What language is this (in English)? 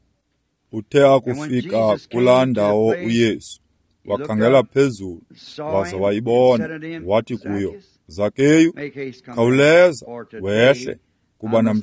Xhosa